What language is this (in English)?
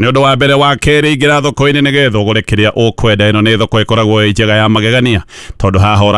Kikuyu